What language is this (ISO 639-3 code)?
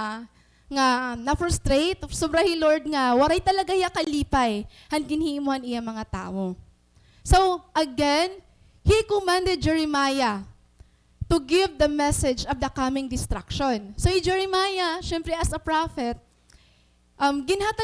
war